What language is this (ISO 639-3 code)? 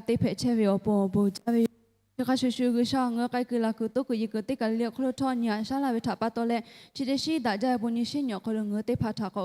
lhu